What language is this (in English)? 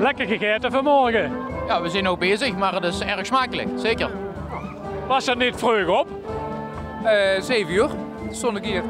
Limburgish